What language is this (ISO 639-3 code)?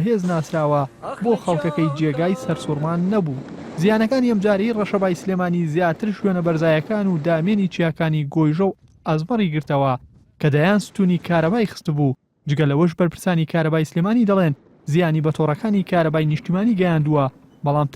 ckb